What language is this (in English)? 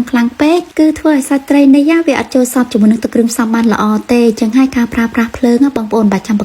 Khmer